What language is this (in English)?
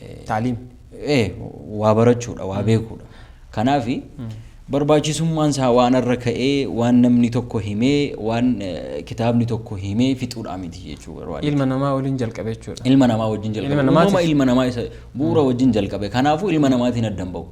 Oromo